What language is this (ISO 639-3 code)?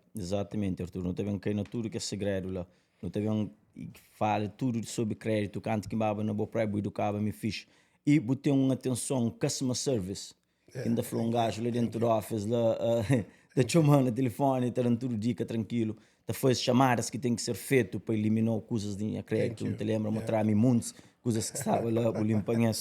kea